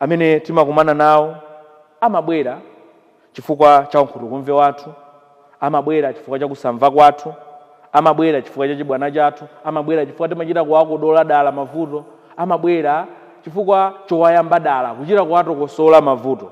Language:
Nyanja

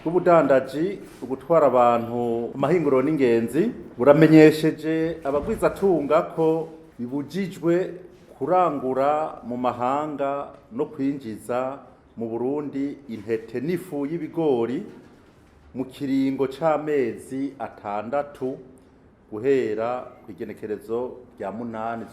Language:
Rundi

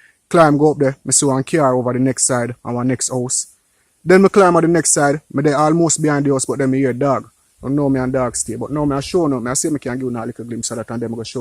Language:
Jamaican Creole English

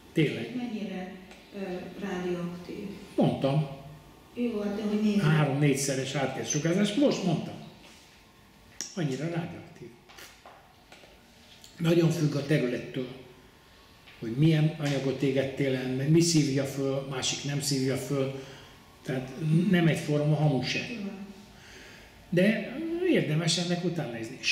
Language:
Hungarian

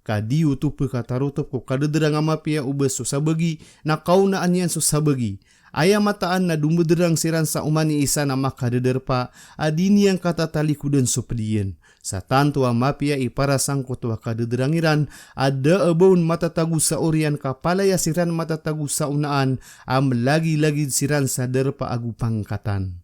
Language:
Maranao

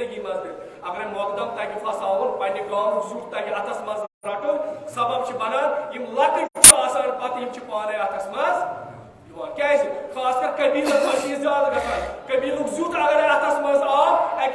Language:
Kashmiri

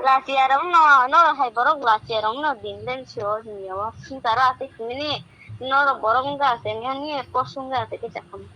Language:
Kok Borok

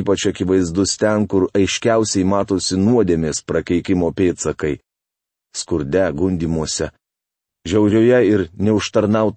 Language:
Lithuanian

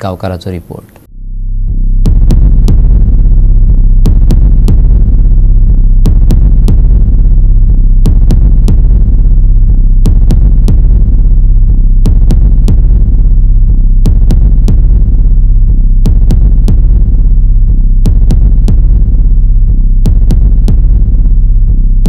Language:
Konkani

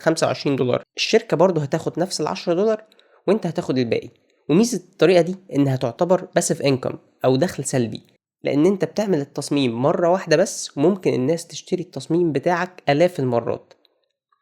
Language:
Egyptian Arabic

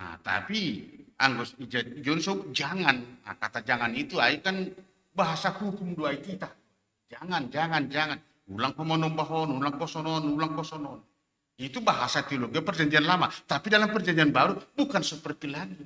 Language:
Batak Simalungun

